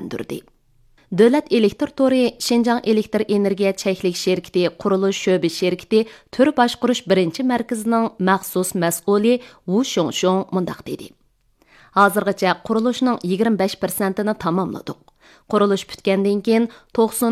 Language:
Uyghur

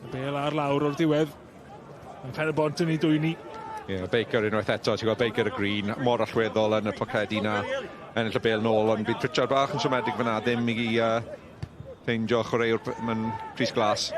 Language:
Welsh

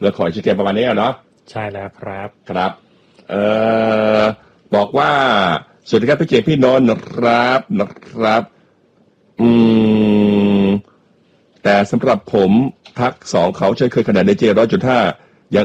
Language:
Thai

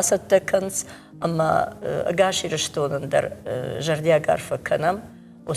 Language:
Ossetic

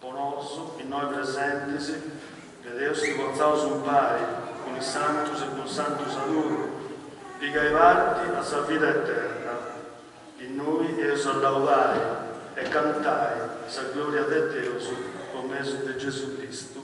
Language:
Sardinian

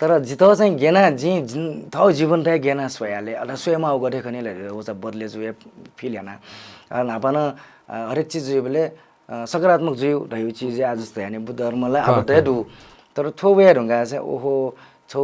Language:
Newari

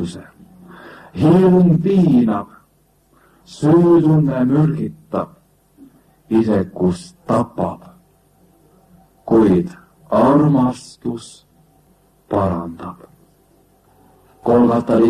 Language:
Estonian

